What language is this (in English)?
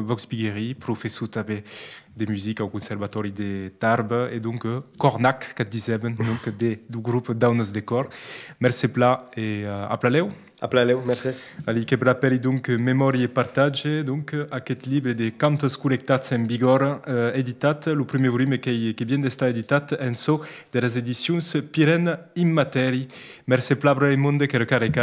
Occitan